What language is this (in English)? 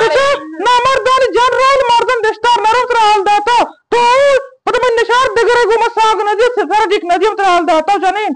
Eastern Balochi